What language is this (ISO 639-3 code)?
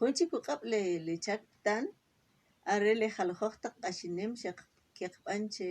quc